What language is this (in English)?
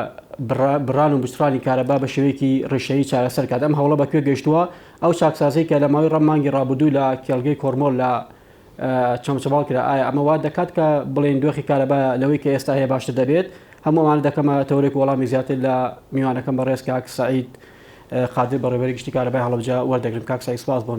Central Kurdish